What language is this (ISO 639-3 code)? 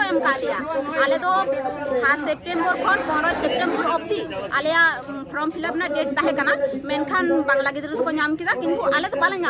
sat